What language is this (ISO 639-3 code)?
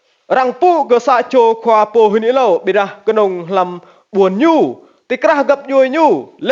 rad